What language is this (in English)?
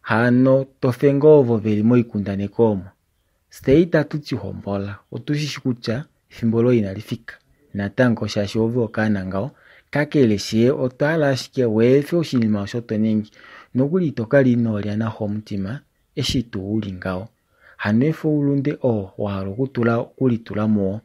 Kuanyama